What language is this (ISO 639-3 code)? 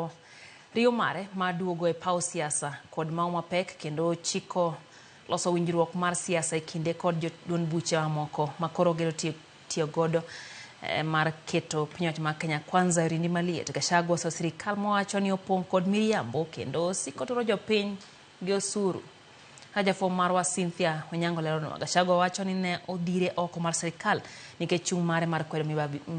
luo